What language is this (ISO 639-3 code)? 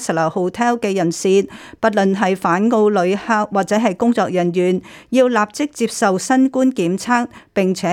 yue